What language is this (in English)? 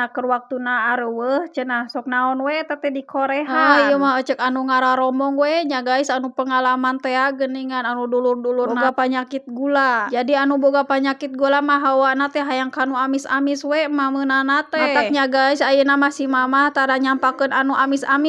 Sundanese